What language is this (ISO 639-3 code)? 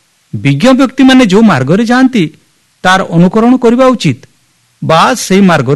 ori